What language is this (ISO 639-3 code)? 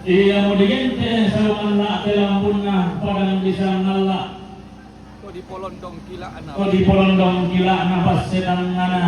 sda